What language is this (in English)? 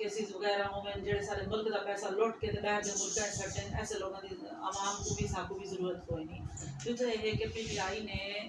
Saraiki